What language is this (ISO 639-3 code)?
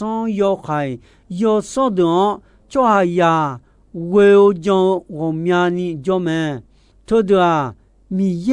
ahk